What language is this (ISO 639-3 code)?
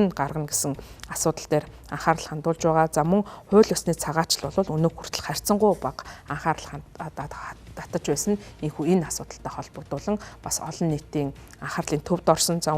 mon